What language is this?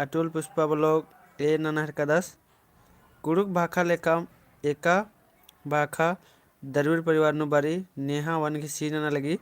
Kurukh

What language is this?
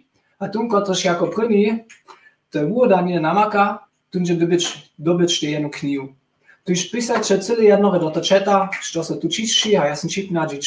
Upper Sorbian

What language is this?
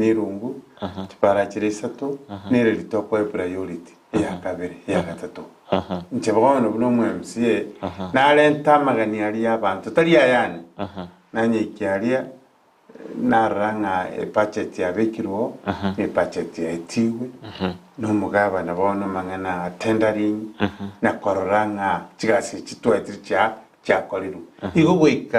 Gusii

